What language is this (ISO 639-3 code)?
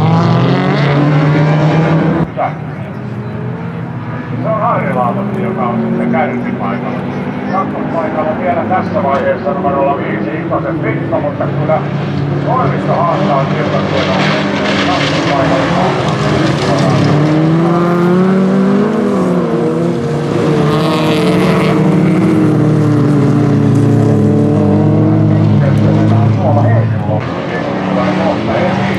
fin